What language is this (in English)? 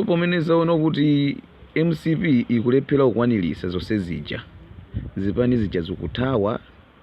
Nyanja